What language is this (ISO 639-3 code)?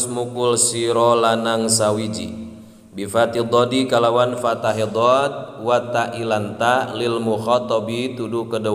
sun